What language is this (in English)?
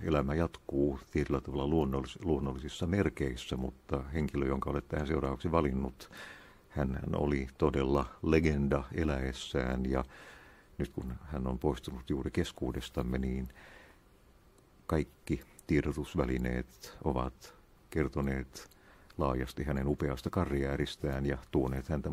Finnish